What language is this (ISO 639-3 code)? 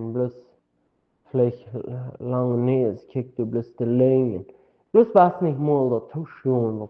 pdt